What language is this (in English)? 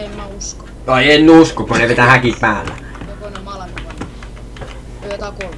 Finnish